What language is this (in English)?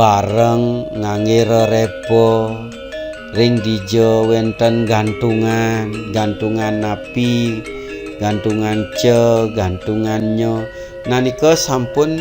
Balinese